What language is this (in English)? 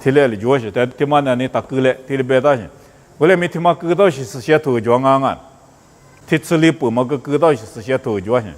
Lisu